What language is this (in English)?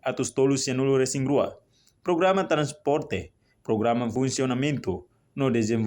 Tetum